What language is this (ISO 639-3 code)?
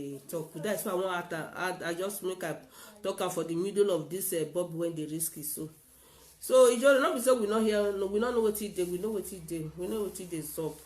pcm